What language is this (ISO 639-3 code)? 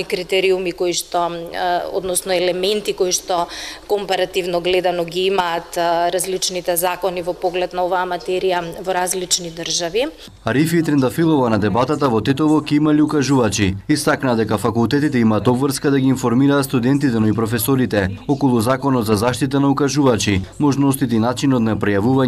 mkd